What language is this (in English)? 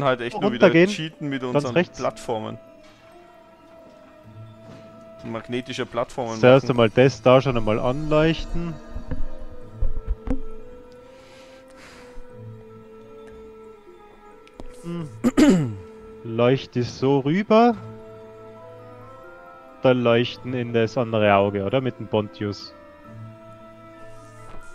German